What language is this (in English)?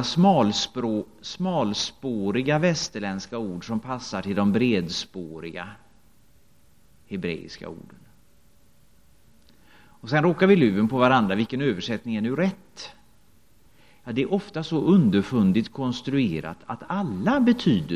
Swedish